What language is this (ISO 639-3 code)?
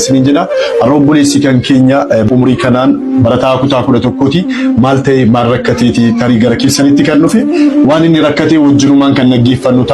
orm